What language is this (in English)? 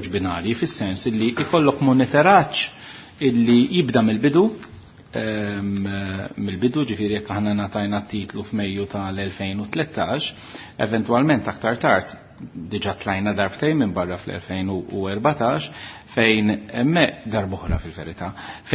Maltese